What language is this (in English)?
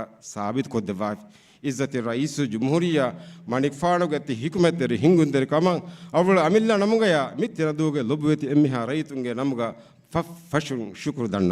Divehi